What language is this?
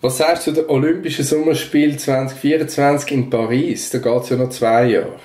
Swiss German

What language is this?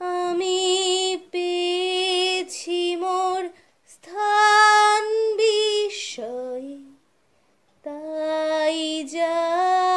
Bangla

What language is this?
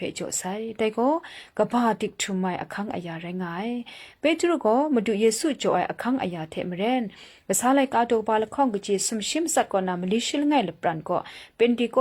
Kachin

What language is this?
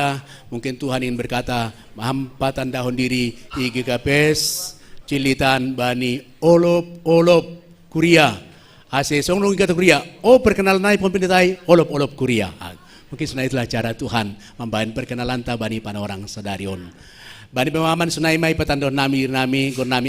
Batak Simalungun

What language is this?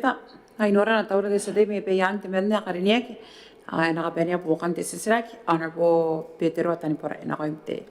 Gilbertese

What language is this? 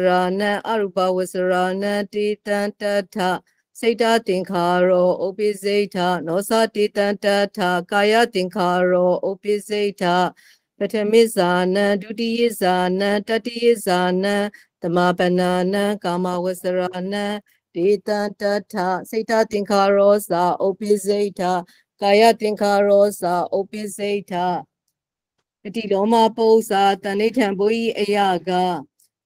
Burmese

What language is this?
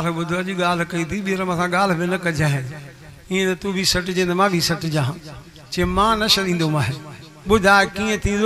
Sindhi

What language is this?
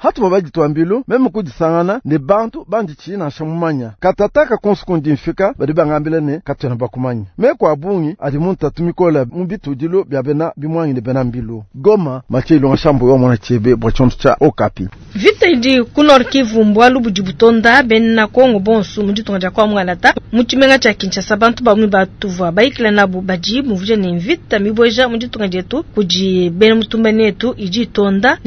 Luba-Lulua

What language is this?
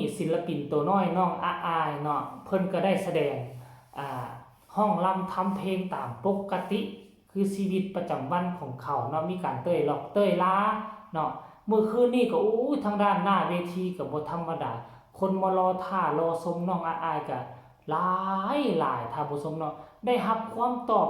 Northeastern Thai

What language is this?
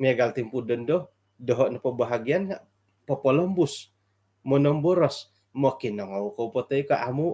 Central Dusun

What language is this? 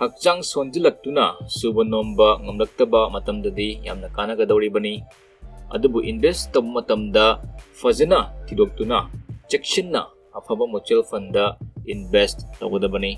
Manipuri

